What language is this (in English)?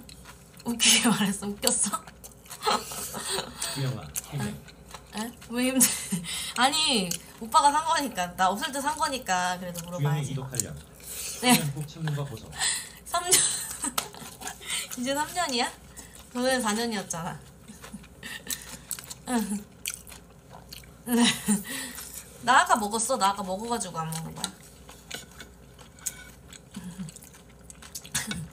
Korean